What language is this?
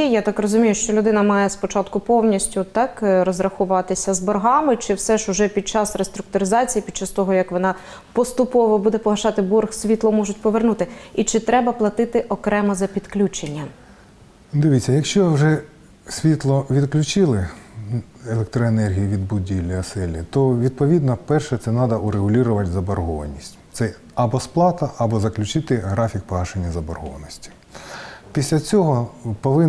Ukrainian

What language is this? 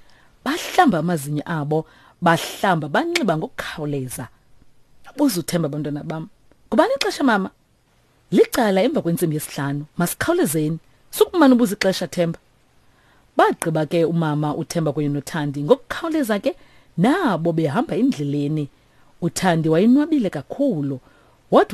Xhosa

